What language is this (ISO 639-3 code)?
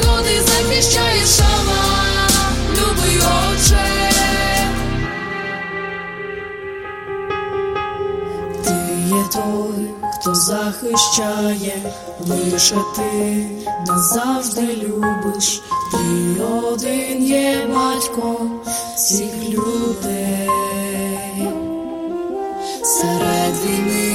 ukr